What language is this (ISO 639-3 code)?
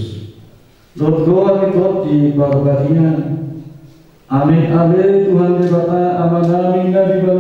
bbc